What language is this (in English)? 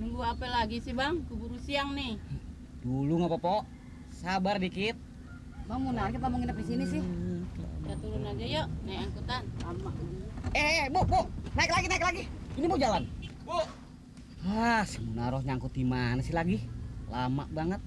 Betawi